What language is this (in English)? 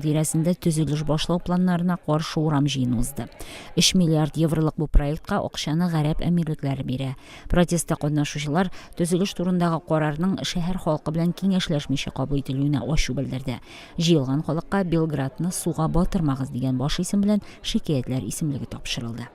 Tatar